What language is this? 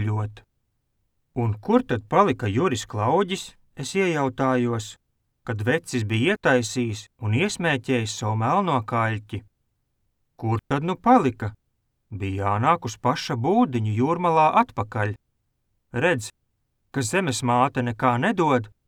Latvian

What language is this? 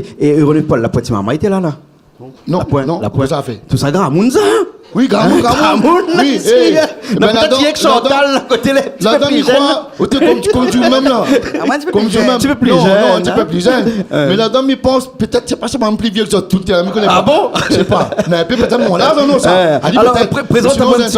Réunion Creole French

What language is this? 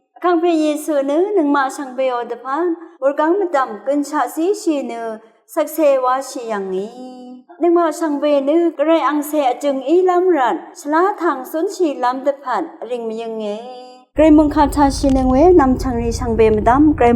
Rawang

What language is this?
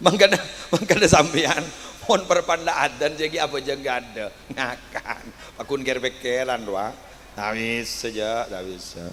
Madurese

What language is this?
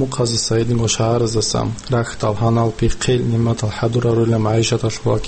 Avaric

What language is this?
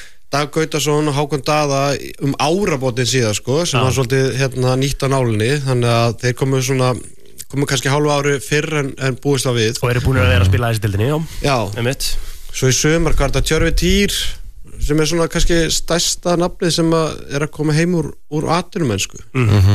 Icelandic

